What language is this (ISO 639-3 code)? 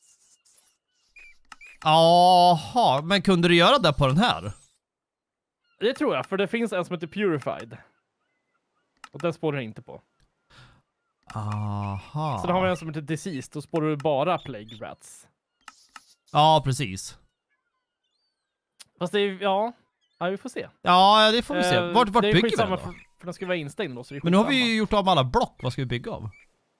swe